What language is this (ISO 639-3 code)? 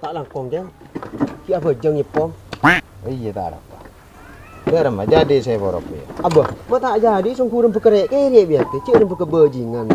mad